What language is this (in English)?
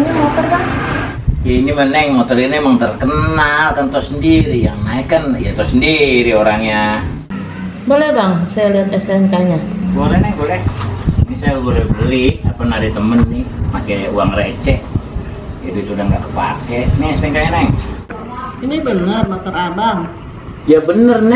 Betawi